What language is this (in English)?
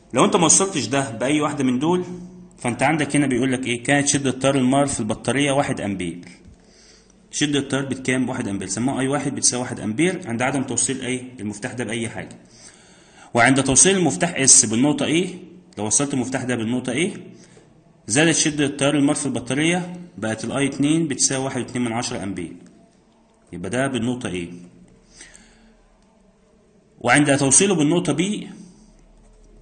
Egyptian Arabic